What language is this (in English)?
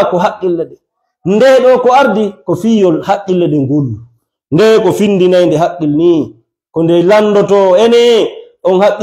Fula